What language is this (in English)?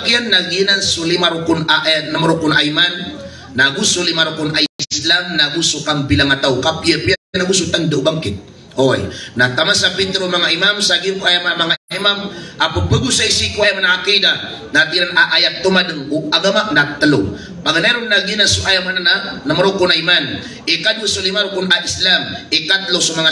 Maranao